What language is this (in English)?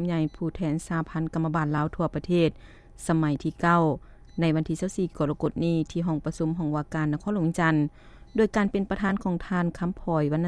Lao